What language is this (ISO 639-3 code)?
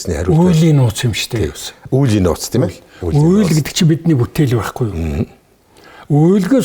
mon